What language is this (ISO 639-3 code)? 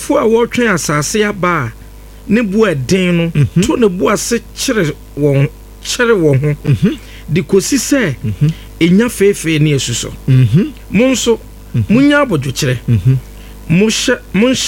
aka